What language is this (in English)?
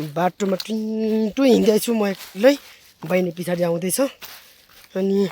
Nepali